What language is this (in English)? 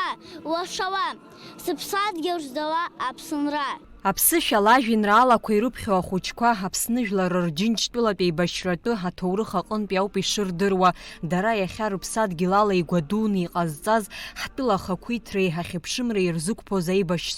Abkhazian